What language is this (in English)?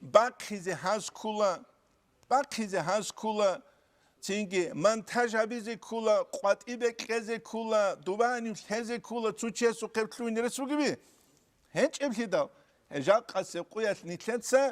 Avaric